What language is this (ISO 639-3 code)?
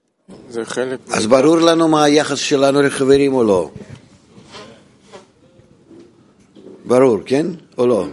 heb